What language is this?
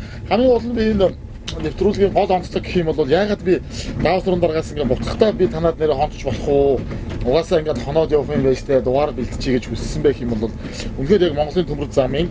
Mongolian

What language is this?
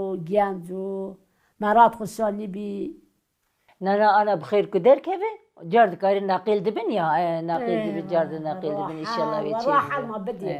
Kurdish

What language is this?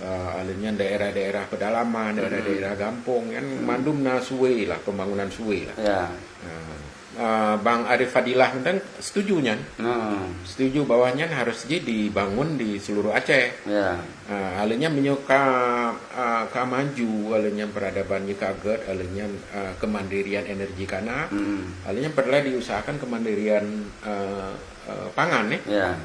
Achinese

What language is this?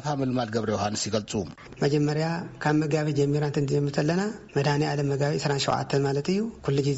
Tigrinya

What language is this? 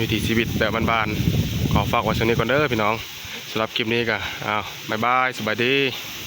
Northeastern Thai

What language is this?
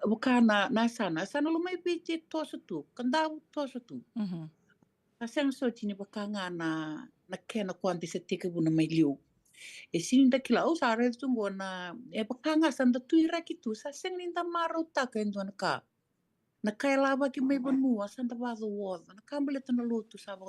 Fijian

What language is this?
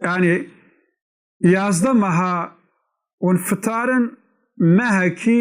Kurdish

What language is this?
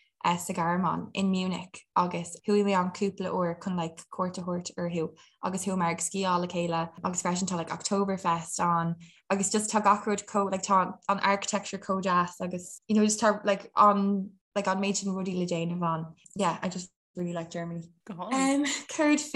Irish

